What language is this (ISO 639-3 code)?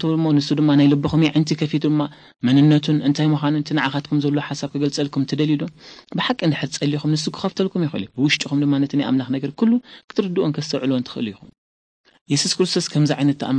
tir